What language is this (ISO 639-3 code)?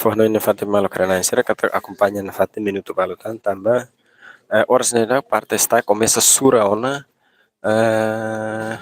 tet